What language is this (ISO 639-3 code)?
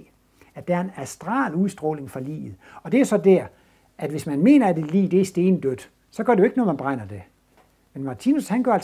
dan